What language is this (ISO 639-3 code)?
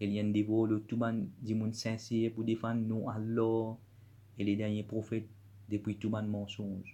mfe